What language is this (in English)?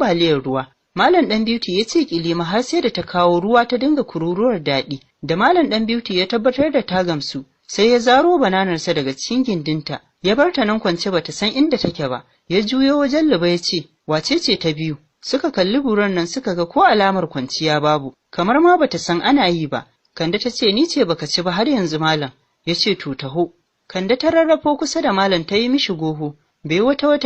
Hausa